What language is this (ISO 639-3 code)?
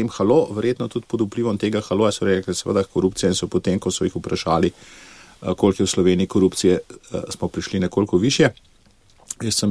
slv